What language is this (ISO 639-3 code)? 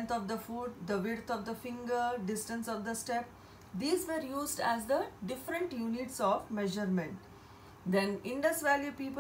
eng